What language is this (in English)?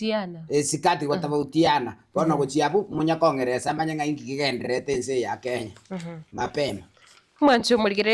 Gusii